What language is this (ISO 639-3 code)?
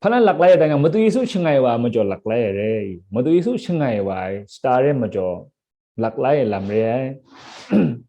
kac